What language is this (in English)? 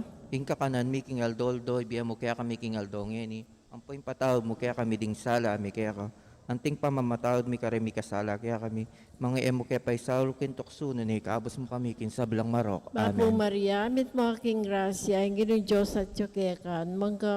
Pampanga